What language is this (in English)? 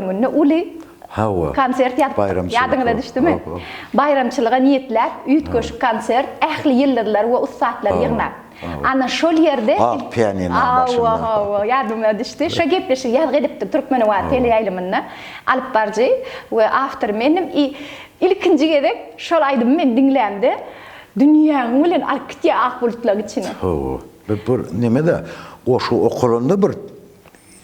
Turkmen